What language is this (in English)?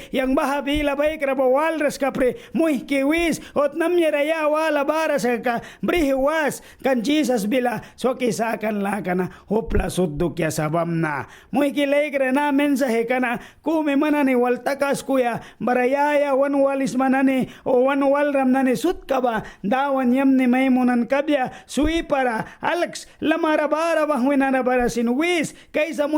Mískito